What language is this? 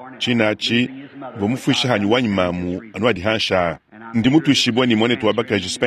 Luba-Lulua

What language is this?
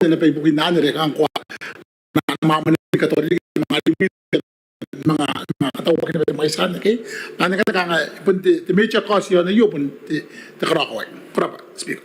Gilbertese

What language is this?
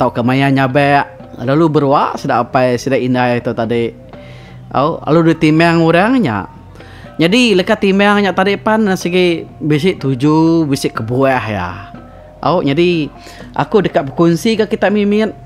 Iban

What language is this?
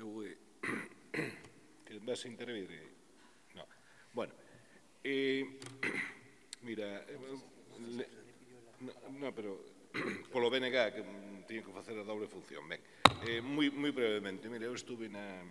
Galician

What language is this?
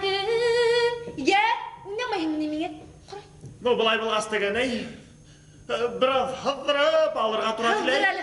Bashkir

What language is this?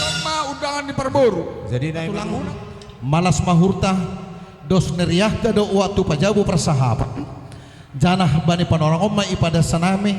Batak Simalungun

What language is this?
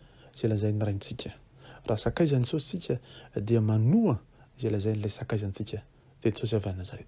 Malagasy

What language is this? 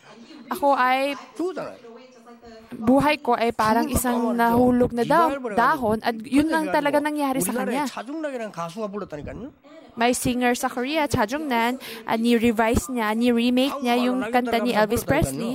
Filipino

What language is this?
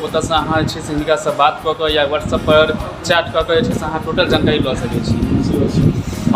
Maithili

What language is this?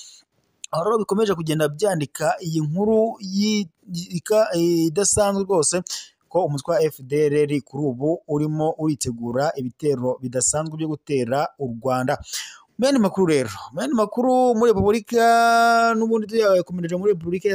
Kinyarwanda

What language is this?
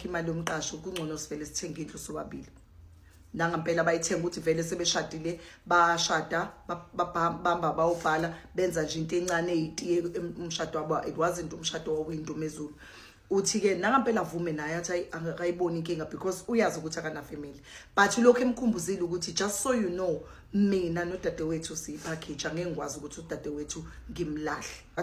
Zulu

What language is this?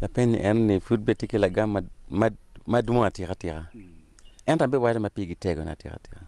Acoli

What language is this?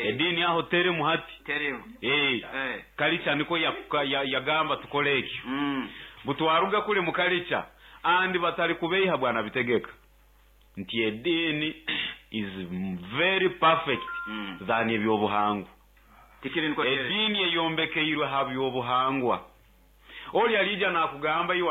Nyoro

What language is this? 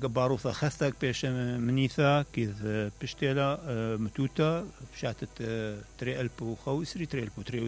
Mesopotamian Arabic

